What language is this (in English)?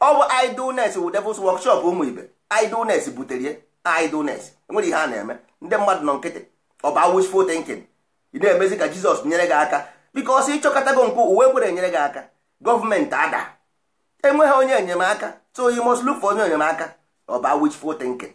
Igbo